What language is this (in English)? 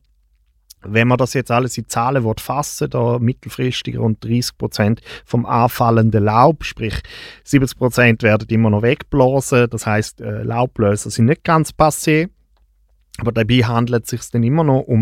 German